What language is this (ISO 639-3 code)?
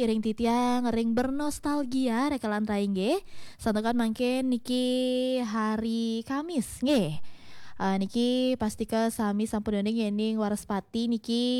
ban